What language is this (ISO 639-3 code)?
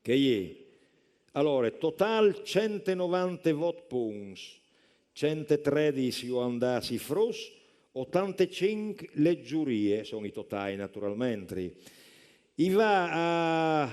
fur